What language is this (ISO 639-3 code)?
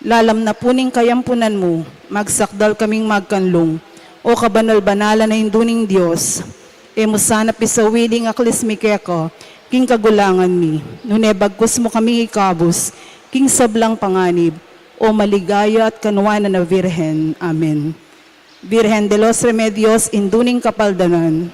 pam